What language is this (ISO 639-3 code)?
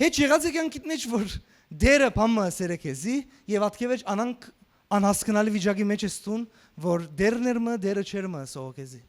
hyw